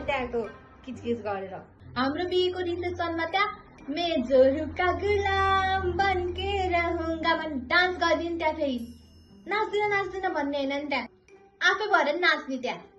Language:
Nepali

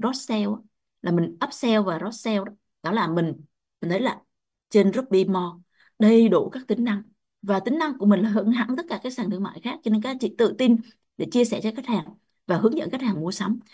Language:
Vietnamese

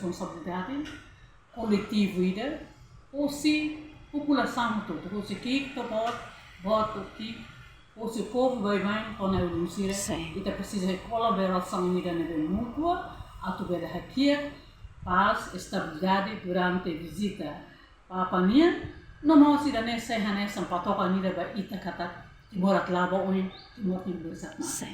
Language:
Tetum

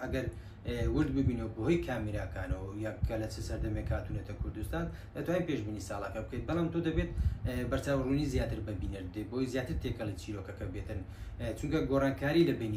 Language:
Central Kurdish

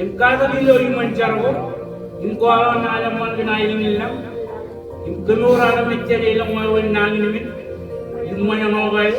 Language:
Marshallese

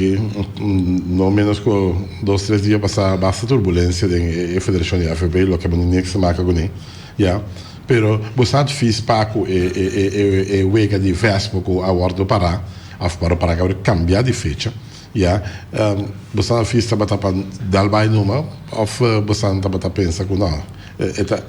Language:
Papiamento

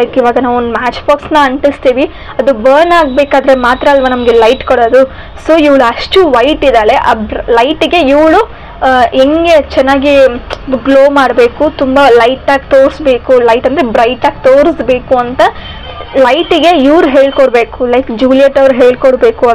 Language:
Kannada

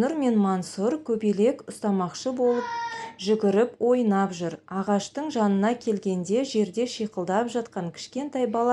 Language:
Kazakh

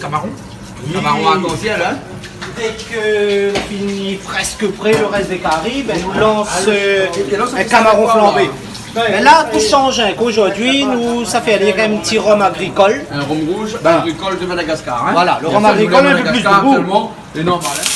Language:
Réunion Creole French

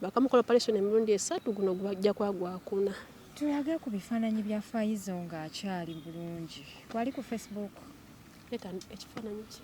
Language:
Ganda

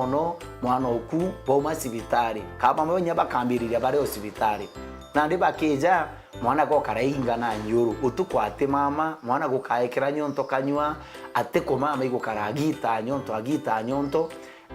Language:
Meru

